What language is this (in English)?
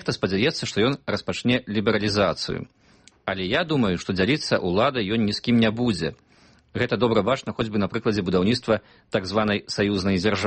Belarusian